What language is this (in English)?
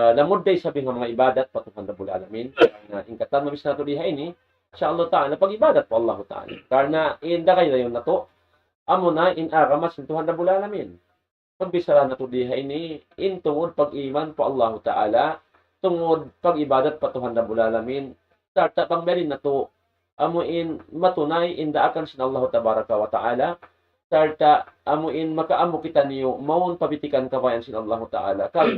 Tausug